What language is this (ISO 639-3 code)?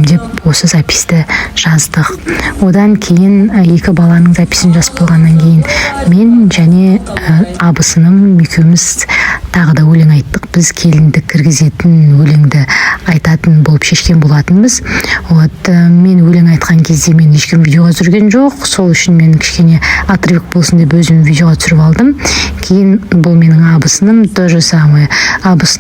kaz